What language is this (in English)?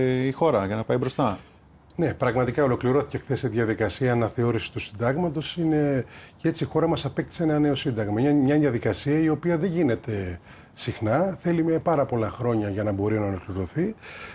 Greek